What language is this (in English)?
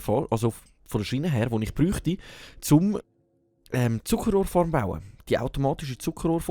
Swiss German